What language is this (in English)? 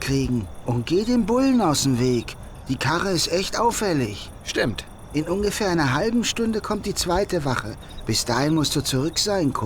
Bavarian